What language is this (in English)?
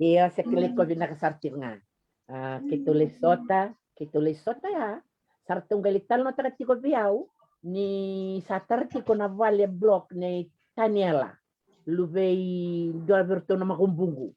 Fijian